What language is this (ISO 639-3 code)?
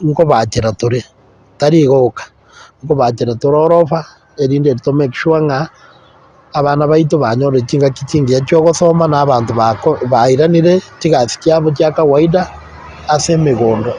guz